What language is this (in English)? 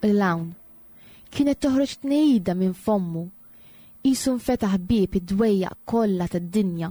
Maltese